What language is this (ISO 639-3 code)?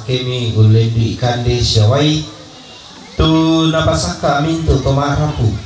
sda